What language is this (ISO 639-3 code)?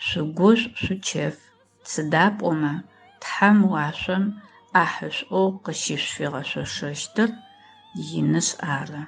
ady